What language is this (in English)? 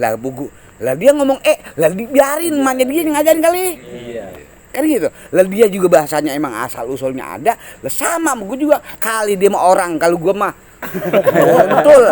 Betawi